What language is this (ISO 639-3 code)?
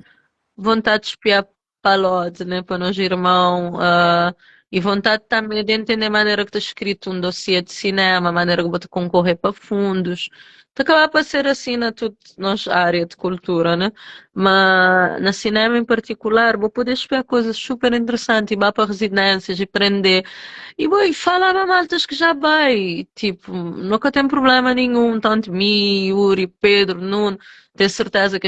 kea